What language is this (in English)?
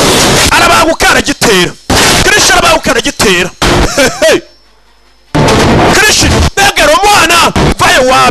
Kinyarwanda